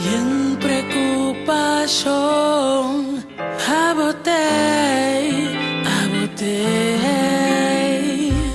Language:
Papiamento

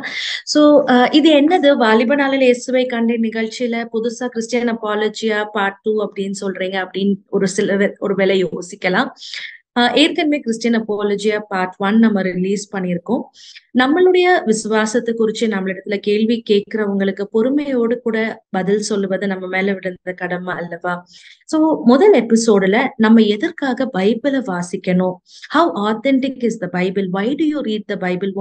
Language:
Tamil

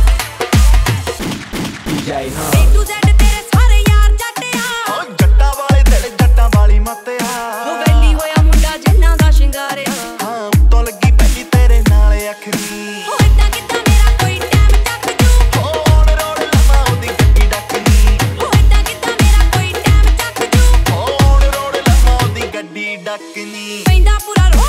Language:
Punjabi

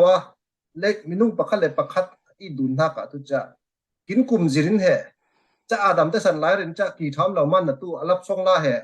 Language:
Falam Chin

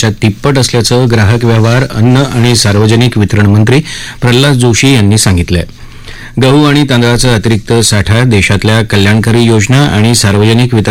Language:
Marathi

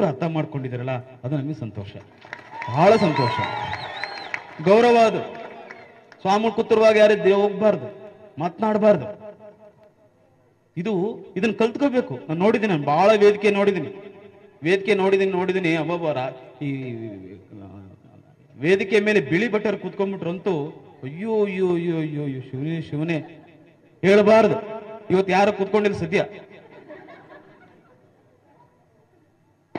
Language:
Kannada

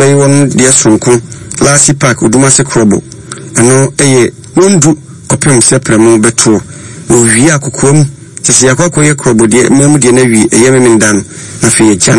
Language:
Akan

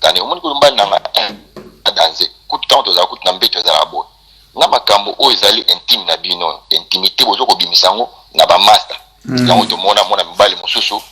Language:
Lingala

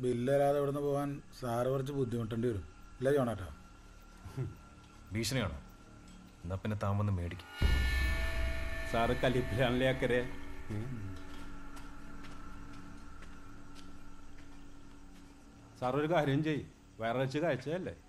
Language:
Malayalam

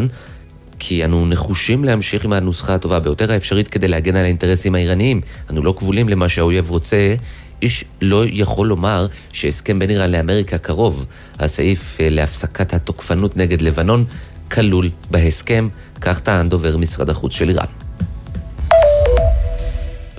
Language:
Hebrew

